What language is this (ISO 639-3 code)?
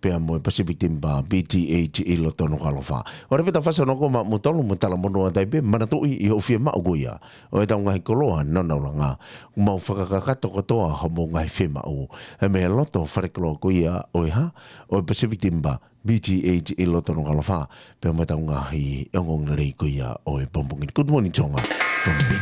ton